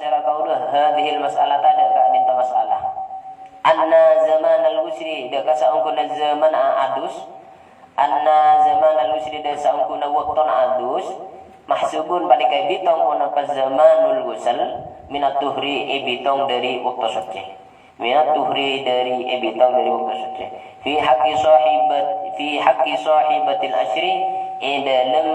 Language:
Madurese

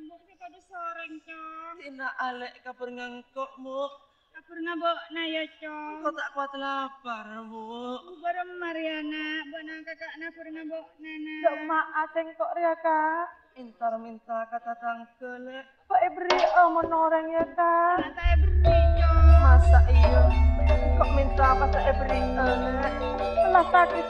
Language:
Madurese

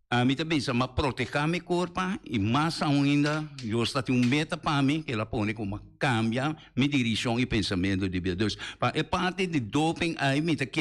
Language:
Papiamento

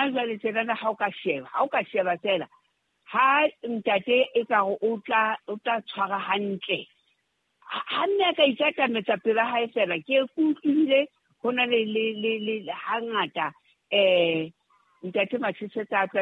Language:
Southern Sotho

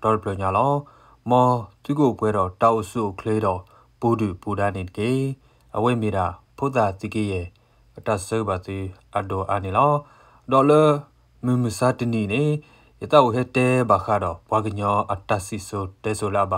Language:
S'gaw Karen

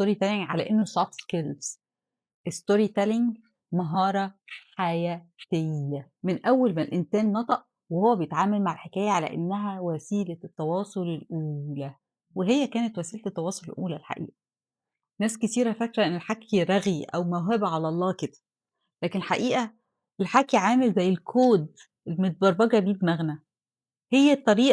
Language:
Egyptian Arabic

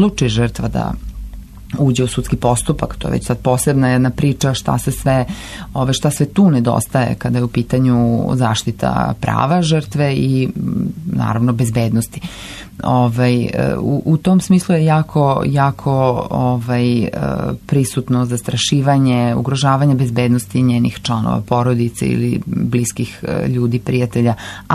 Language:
Serbian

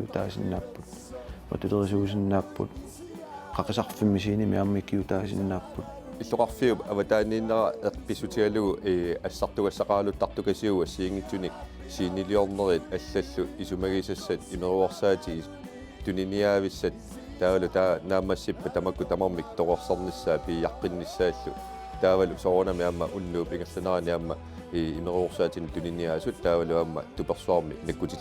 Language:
Kalaallisut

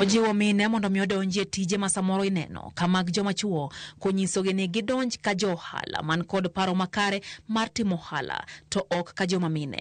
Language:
Luo (Kenya and Tanzania)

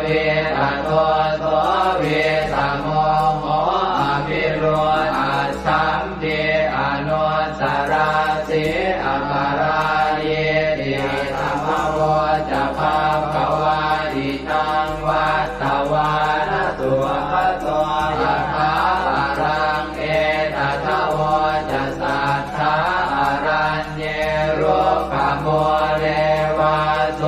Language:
Pali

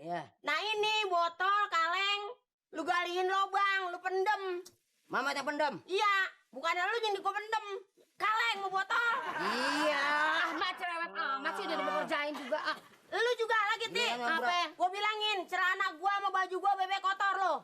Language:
Betawi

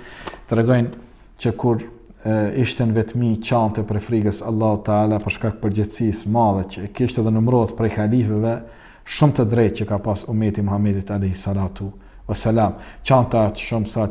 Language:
Albanian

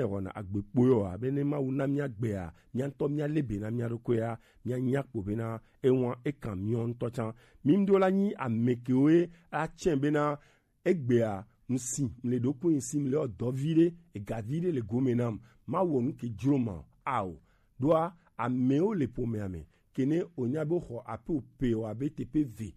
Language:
Gen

